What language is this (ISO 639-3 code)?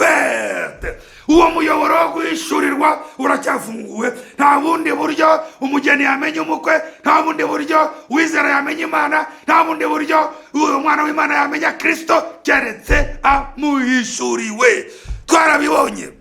kin